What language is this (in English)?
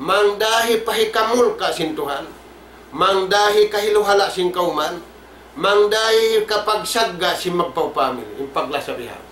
Tausug